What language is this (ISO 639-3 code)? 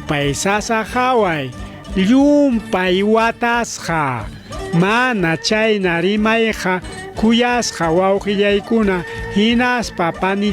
quy